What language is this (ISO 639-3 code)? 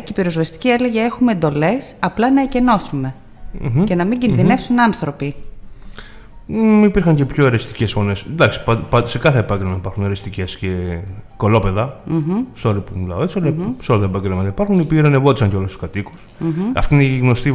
ell